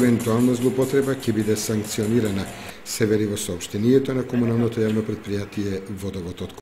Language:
Macedonian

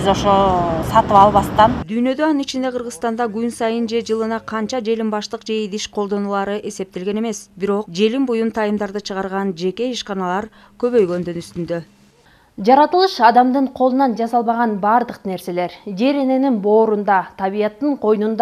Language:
Kyrgyz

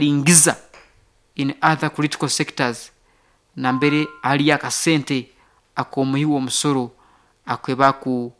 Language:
Nyoro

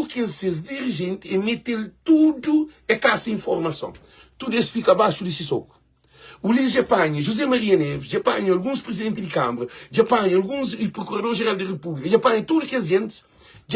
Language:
Kabuverdianu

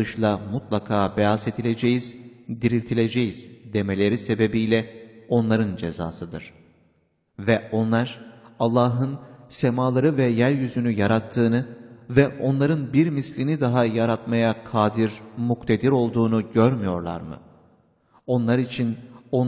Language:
Turkish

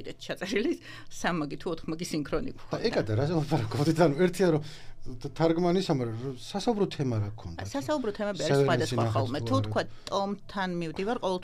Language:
Georgian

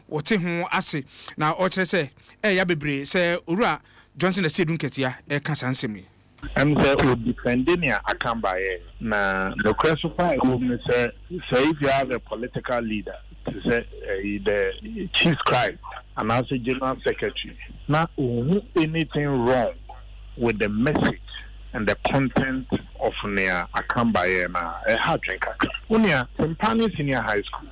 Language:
Akan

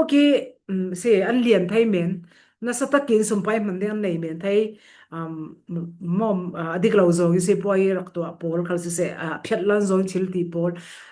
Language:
Falam Chin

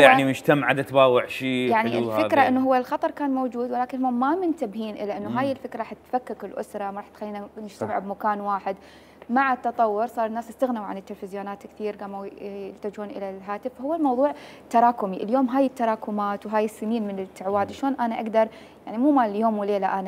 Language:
Mesopotamian Arabic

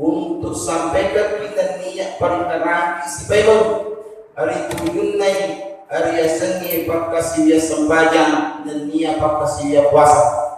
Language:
Buginese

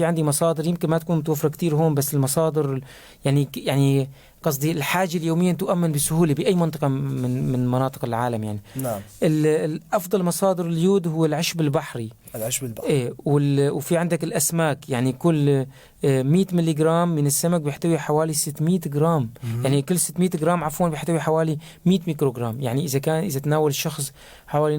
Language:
North Levantine Arabic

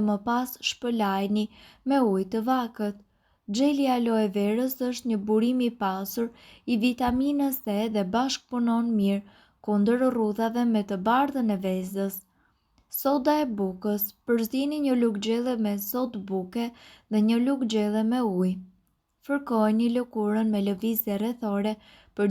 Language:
Albanian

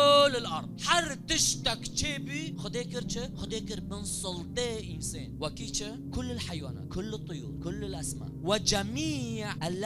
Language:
Kurdish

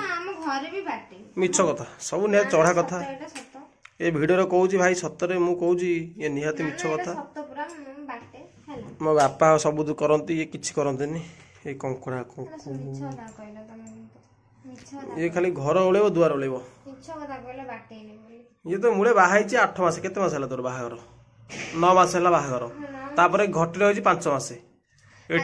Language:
Odia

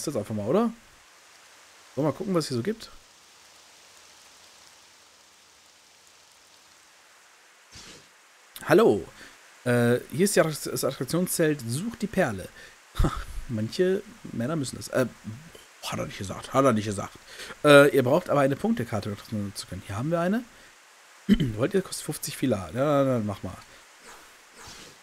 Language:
German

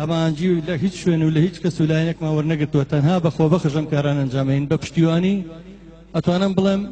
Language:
Central Kurdish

